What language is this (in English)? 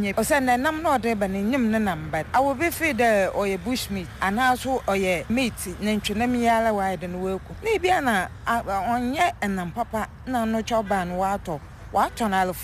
Akan